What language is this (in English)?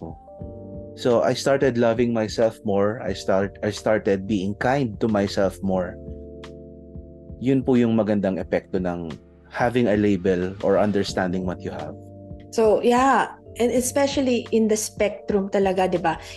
Filipino